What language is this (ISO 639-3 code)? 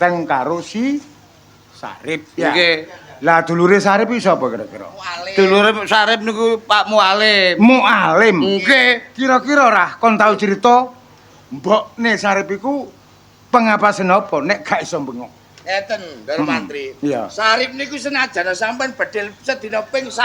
jav